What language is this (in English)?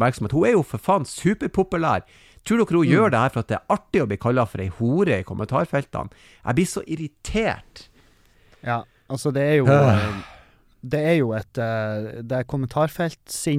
Norwegian